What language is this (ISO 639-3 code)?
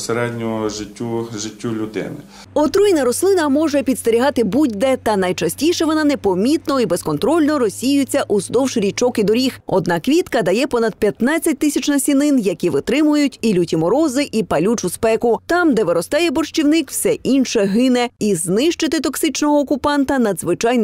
ukr